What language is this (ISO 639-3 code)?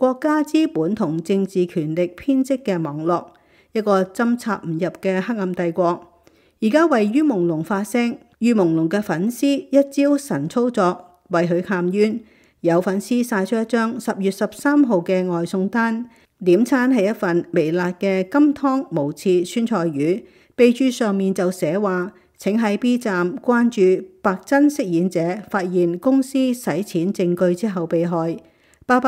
yue